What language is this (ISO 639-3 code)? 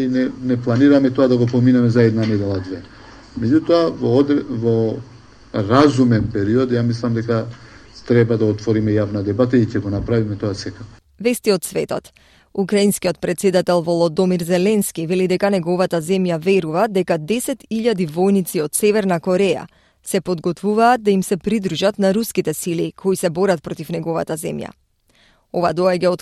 mkd